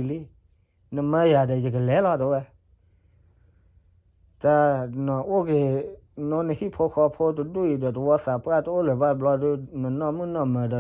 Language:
S'gaw Karen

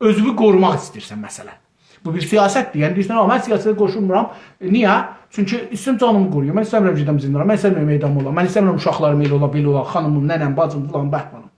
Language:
South Azerbaijani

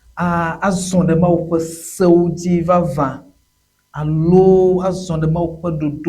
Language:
Ewe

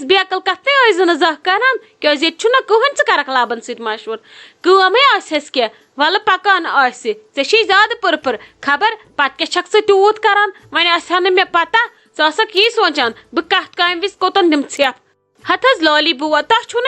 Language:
Kashmiri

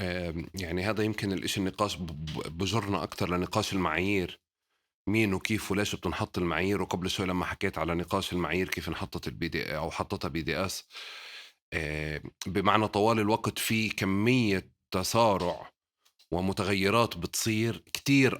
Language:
North Levantine Arabic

